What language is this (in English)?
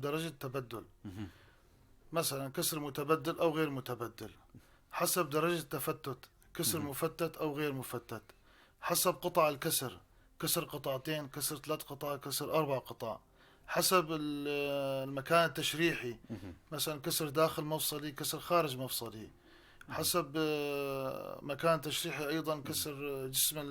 North Levantine Arabic